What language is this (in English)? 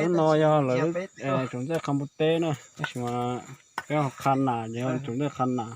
Hmong